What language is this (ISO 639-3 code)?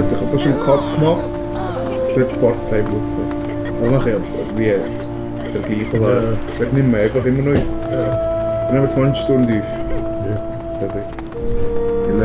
gsw